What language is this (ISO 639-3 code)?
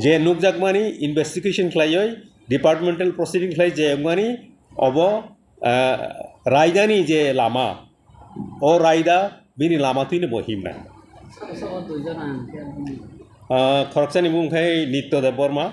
trp